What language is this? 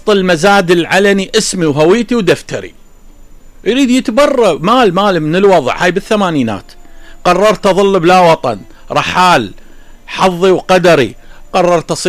Mesopotamian Arabic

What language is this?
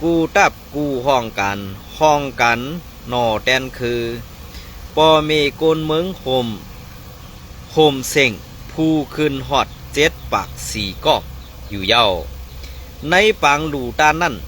Shan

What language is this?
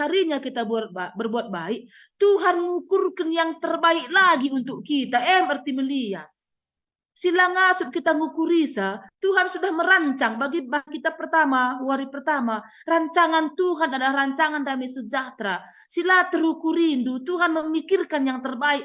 Batak Karo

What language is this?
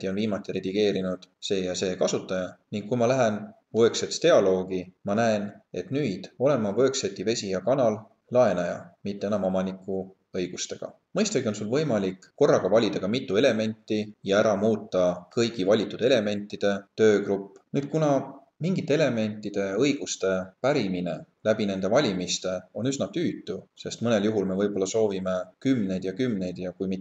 Estonian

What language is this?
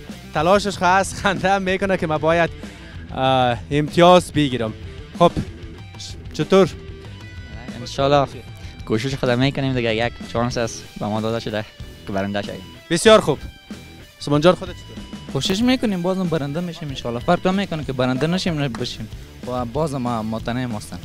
Persian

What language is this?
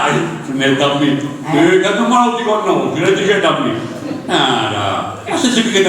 Sardinian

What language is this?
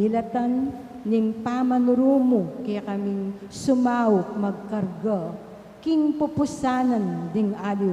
Pampanga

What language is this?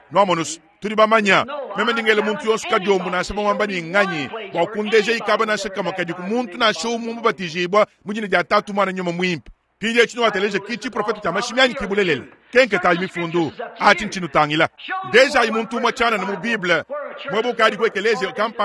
Luba-Lulua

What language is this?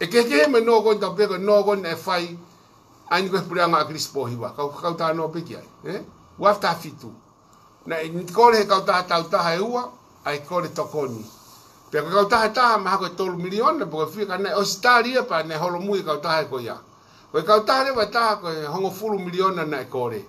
Tongan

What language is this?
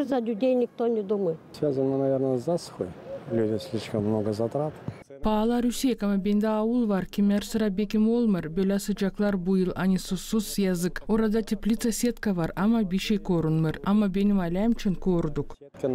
Gagauz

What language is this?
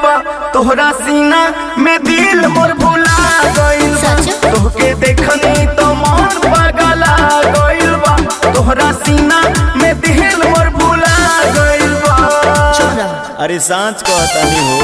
Bhojpuri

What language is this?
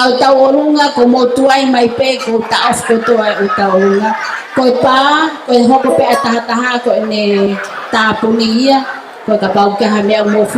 Tongan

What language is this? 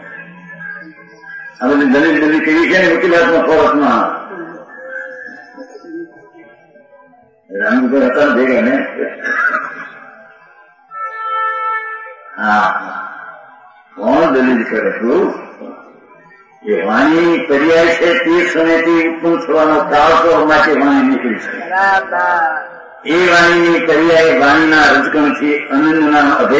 Gujarati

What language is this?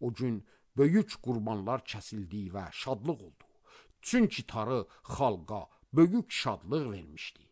Azerbaijani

